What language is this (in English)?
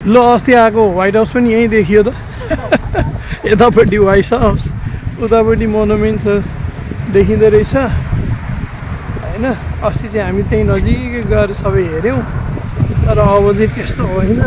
Nepali